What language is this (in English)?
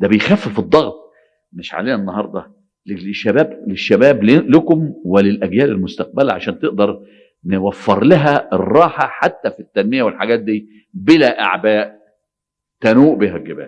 Egyptian Arabic